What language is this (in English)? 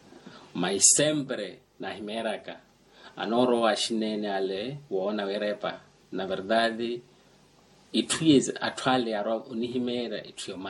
Makhuwa